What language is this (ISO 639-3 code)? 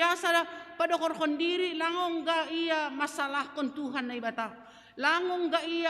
bts